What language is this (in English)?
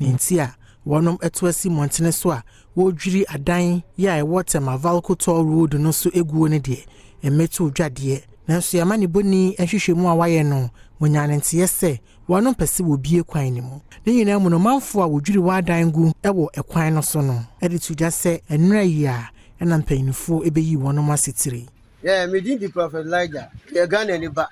Akan